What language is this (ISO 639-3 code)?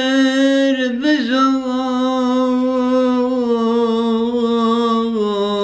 zza